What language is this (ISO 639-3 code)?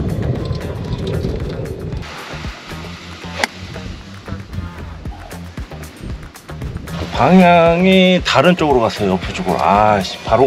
kor